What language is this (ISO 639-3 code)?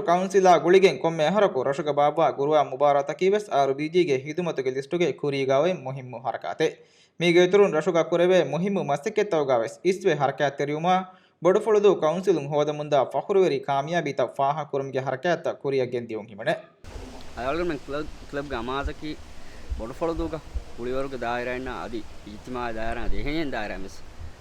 div